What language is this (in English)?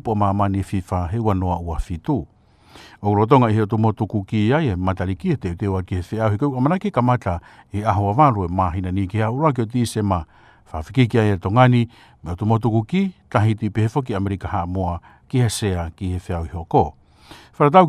Tongan